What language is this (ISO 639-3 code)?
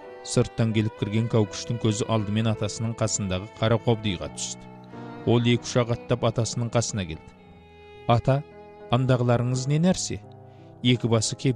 kaz